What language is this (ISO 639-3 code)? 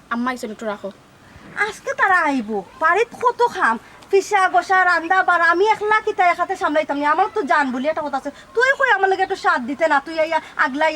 syl